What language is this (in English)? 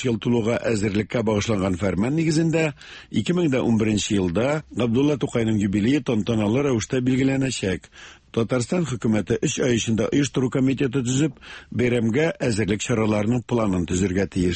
Tatar